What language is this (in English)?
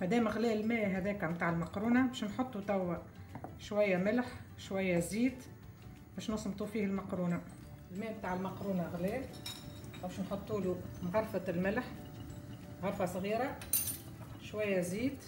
Tunisian Arabic